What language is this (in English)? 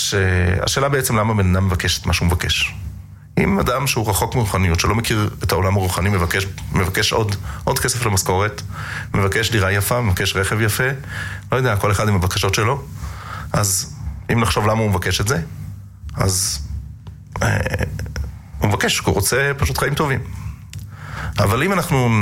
Hebrew